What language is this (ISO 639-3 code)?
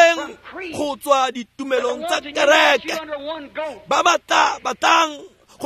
tsn